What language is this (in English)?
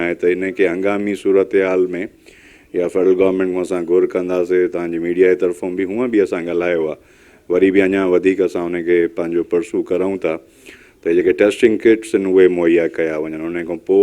Sindhi